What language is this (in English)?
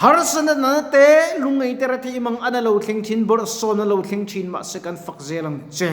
Mizo